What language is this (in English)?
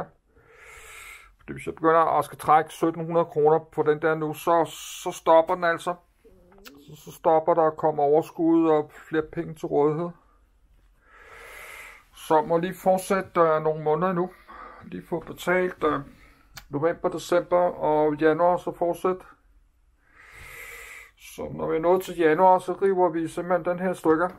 Danish